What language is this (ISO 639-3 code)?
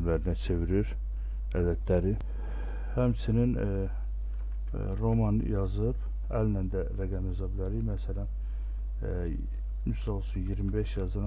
aze